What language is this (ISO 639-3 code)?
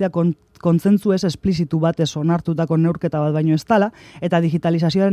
eus